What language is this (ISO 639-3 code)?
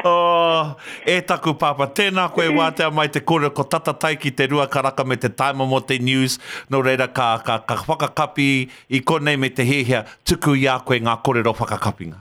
mri